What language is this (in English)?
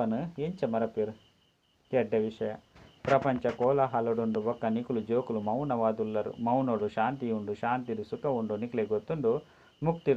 Tulu